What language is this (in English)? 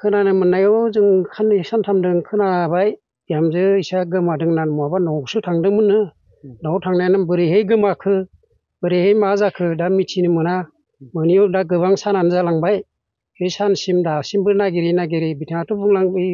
Bodo